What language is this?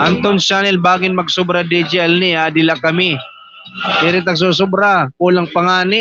Waray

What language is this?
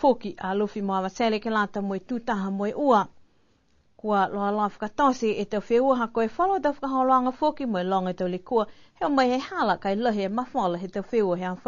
Niuean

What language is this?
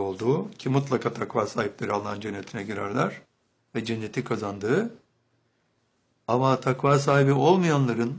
Turkish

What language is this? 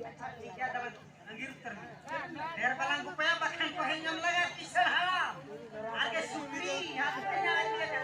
Santali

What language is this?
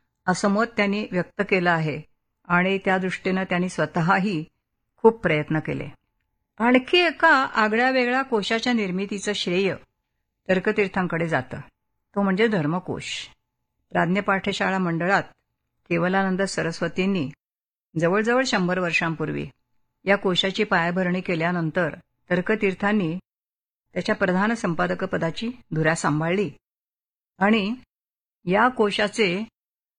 Marathi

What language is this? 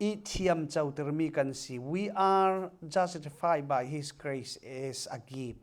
Falam Chin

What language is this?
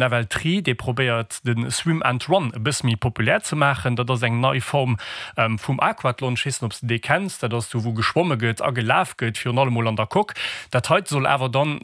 Luxembourgish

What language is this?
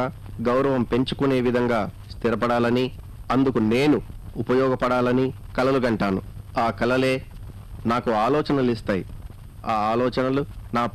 Telugu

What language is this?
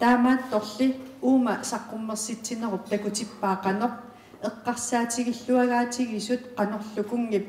Kalaallisut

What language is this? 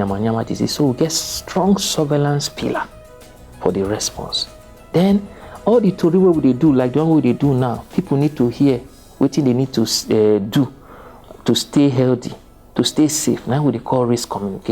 Nigerian Pidgin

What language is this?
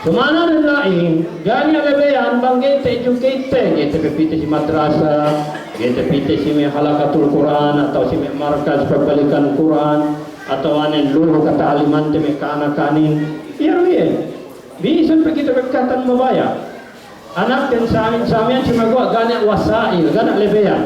Yakan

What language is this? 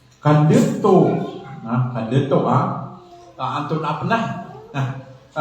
Maranao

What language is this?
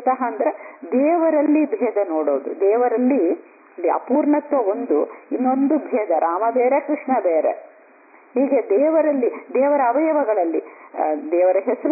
Kannada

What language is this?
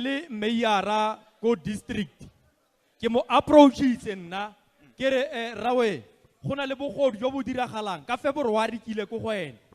Tswana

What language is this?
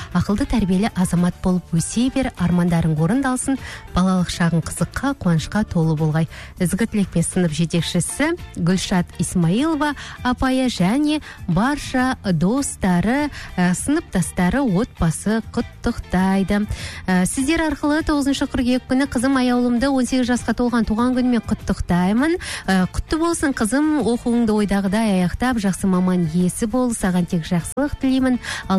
Kazakh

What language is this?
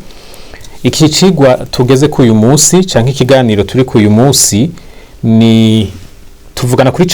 Rundi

